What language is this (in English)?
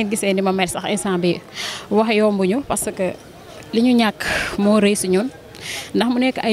Wolof